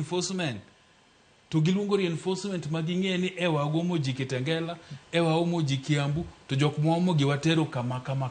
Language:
Luo (Kenya and Tanzania)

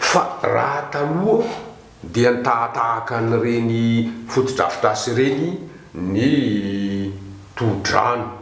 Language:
Malagasy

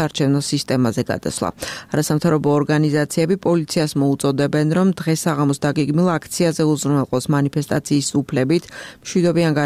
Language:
Georgian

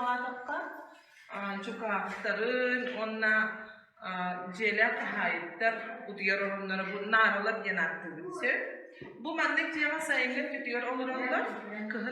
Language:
Yakut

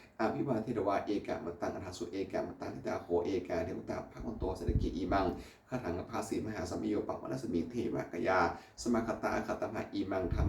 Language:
Pali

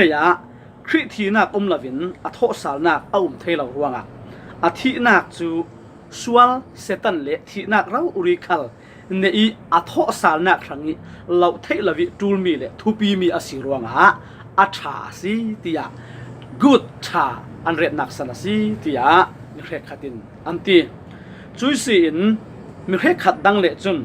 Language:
Falam Chin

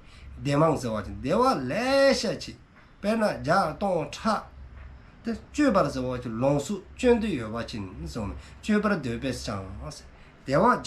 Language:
Dzongkha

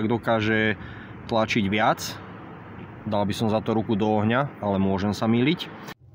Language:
Slovak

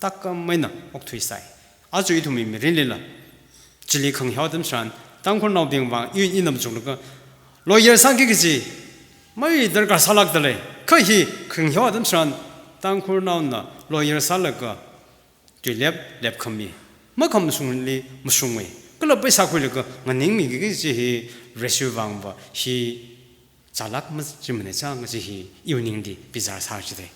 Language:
Tangkhul Naga (India)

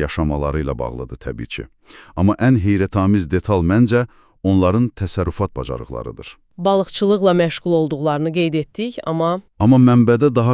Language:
Azerbaijani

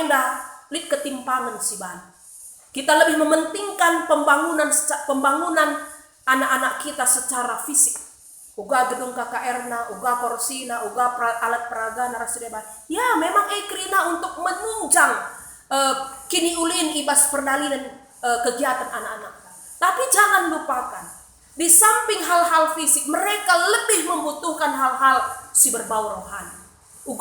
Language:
Batak Karo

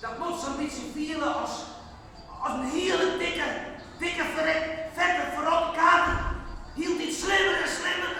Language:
Western Frisian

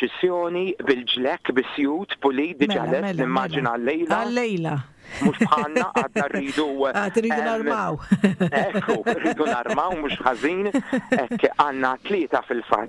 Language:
Maltese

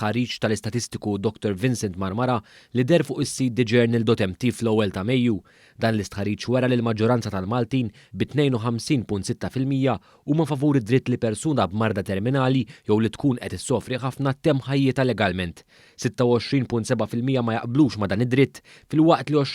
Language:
Maltese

